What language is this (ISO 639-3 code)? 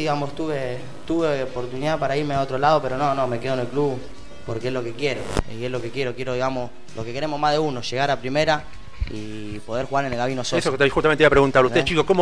spa